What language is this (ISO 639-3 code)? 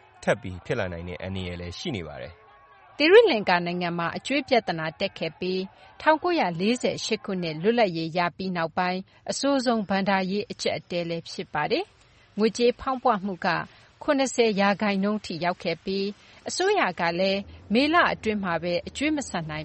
mya